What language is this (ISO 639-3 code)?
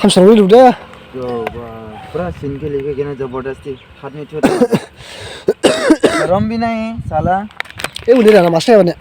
dis